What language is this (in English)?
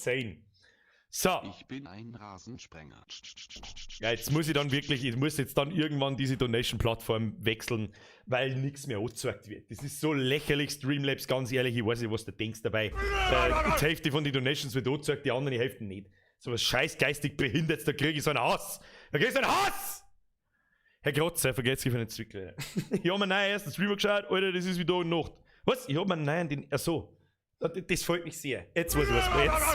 Bavarian